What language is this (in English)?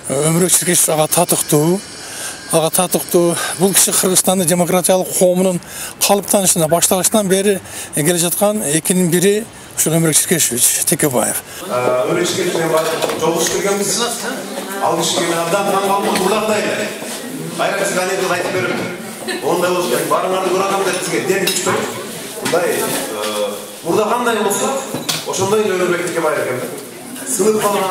Kyrgyz